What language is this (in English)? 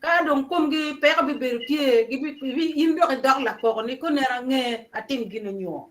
Acoli